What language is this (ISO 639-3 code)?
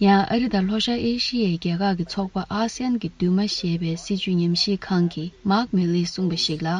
bod